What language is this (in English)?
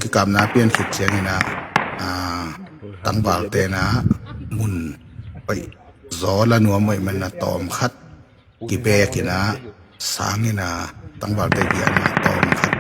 Tedim Chin